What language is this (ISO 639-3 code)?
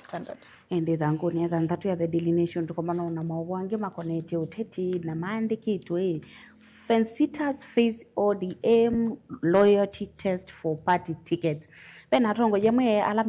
kam